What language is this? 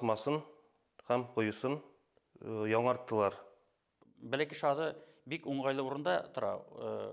Bashkir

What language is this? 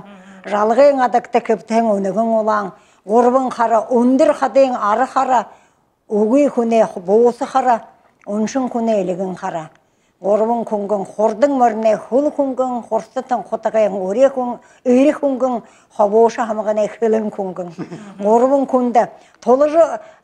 Buriat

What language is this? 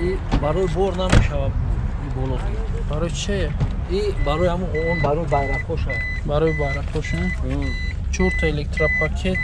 Tajik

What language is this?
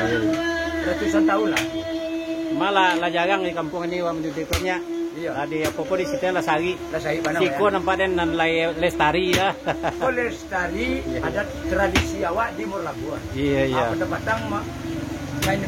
Minangkabau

